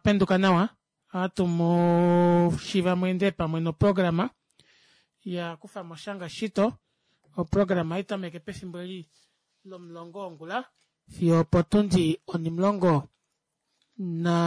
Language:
Kuanyama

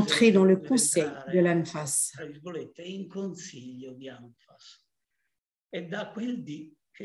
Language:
French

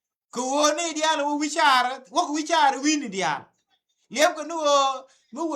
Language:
Nuer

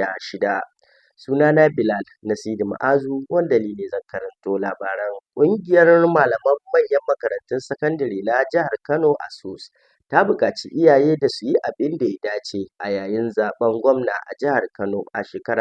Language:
Hausa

